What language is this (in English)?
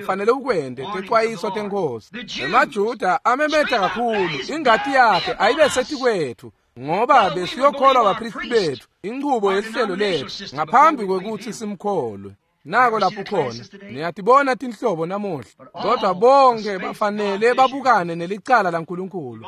Swati